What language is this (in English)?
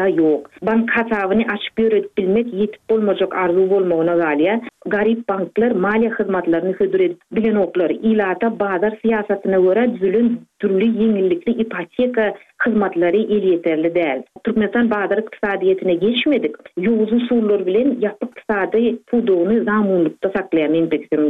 Turkmen